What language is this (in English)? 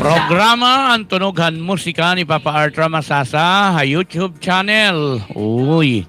Waray